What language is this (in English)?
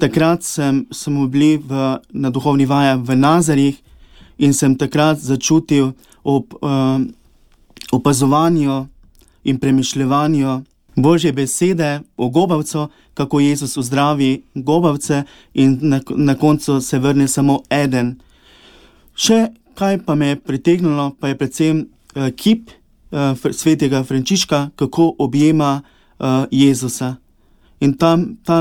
Slovenian